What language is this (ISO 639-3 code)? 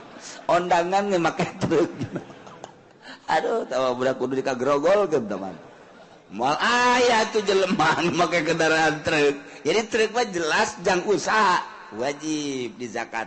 sun